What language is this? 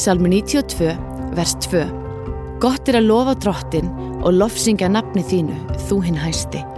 Icelandic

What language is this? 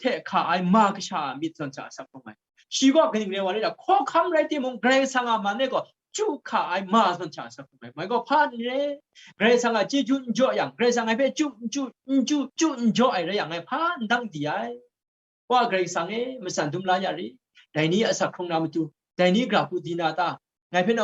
Kachin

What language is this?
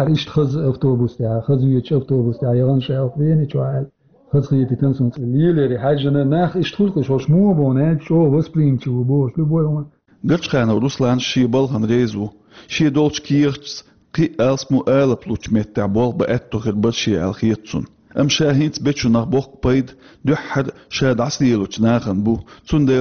Chechen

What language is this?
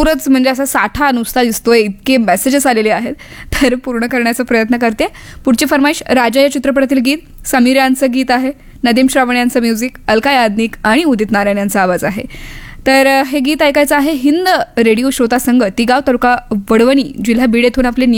Marathi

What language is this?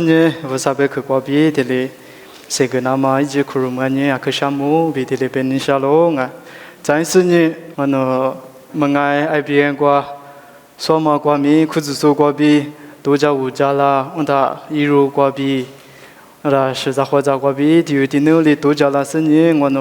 Lisu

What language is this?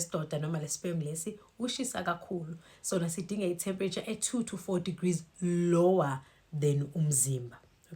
Zulu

